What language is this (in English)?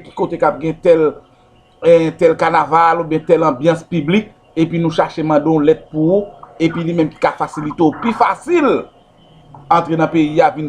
Haitian Creole